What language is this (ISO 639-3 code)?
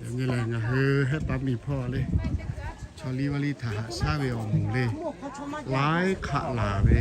lhu